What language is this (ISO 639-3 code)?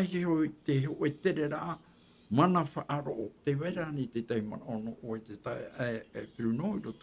tah